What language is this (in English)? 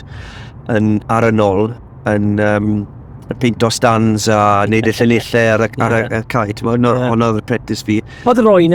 Welsh